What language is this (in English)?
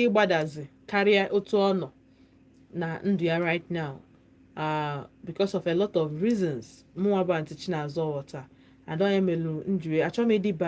Igbo